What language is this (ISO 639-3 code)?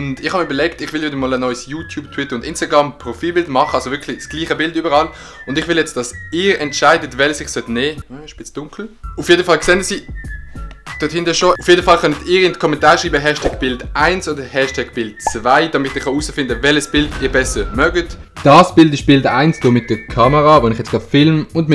gsw